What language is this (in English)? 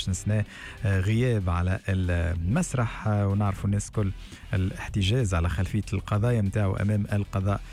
Tunisian Arabic